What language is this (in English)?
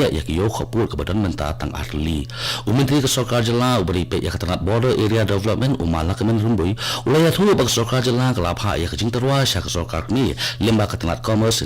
Khasi